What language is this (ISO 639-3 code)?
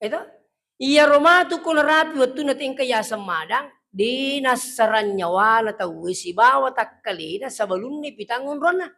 bug